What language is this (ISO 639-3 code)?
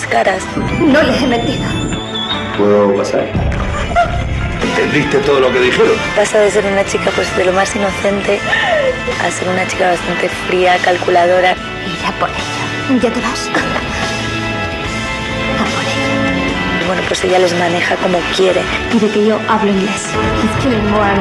spa